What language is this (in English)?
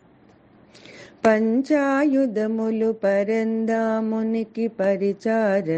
Telugu